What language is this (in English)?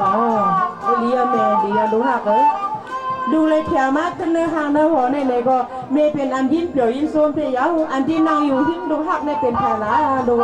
Shan